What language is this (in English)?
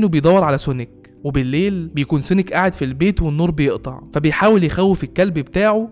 Egyptian Arabic